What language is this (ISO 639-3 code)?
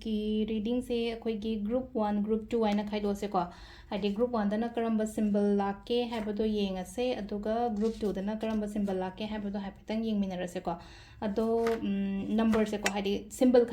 mni